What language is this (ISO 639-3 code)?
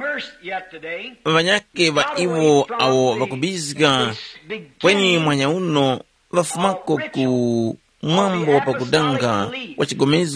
tum